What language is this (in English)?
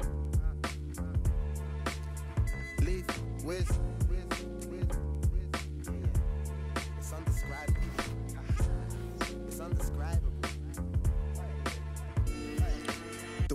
English